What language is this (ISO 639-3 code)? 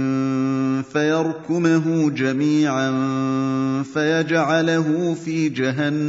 ara